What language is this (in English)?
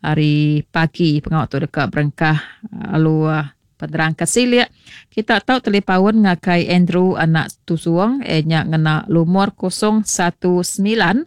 Iban